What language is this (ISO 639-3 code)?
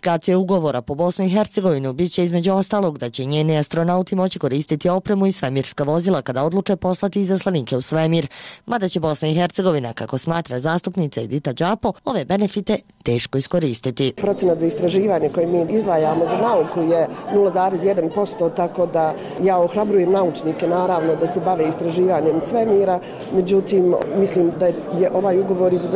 bos